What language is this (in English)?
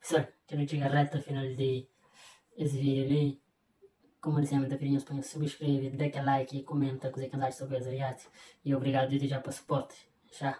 Kabuverdianu